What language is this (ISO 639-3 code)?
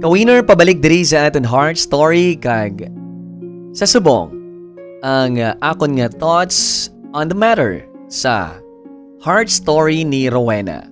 hil